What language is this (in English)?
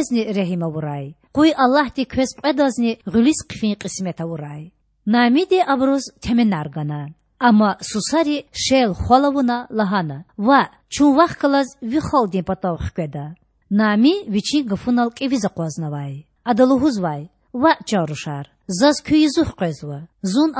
Lezghian